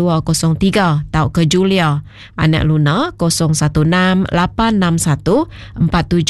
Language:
Iban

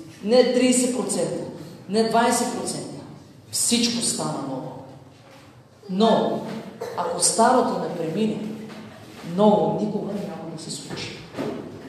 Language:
Bulgarian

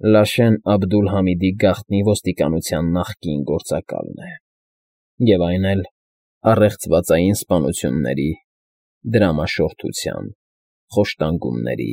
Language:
Armenian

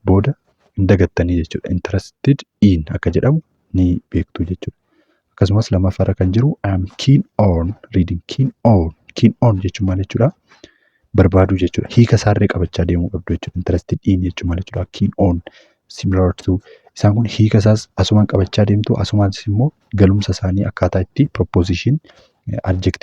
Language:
Oromo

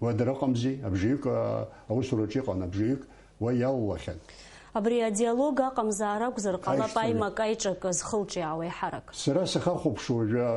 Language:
Abkhazian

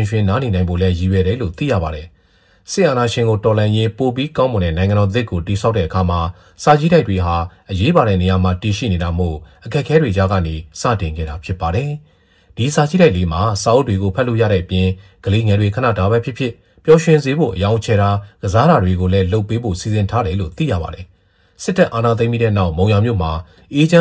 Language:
Burmese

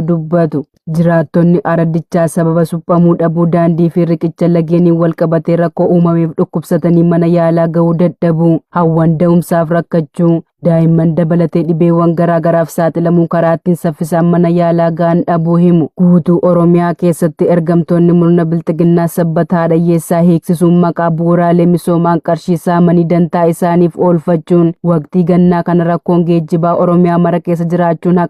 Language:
Oromo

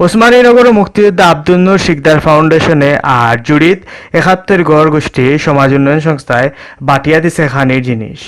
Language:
Sylheti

